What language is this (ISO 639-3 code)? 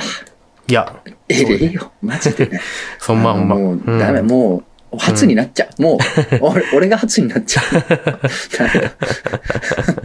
jpn